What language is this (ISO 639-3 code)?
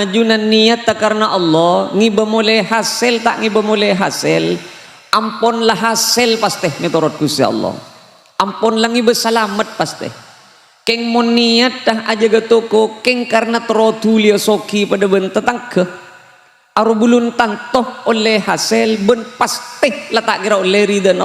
mad